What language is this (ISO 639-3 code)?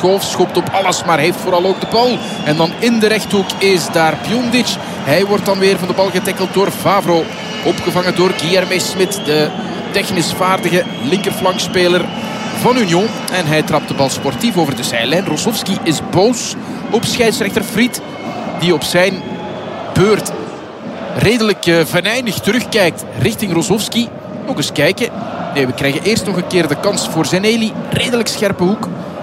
nld